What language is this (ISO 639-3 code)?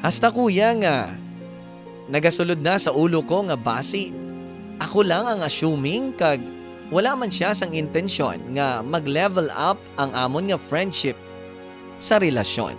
hil